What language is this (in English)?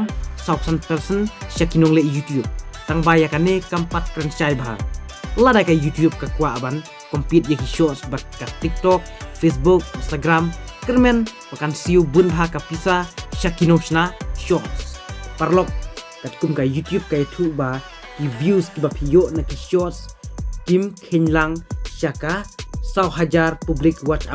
Khasi